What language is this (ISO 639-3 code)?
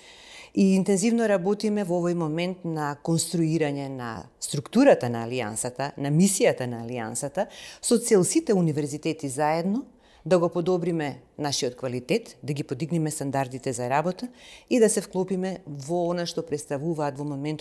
mkd